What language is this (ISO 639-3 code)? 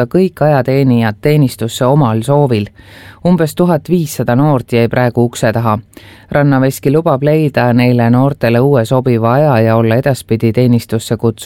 est